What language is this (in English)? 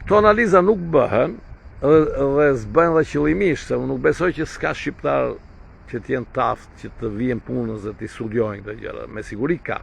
Albanian